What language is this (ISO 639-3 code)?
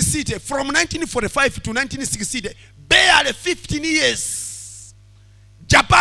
nya